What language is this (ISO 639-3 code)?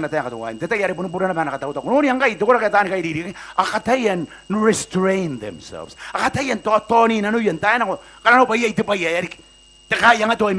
gil